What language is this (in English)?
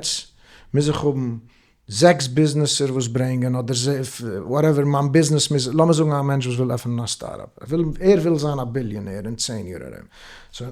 Yiddish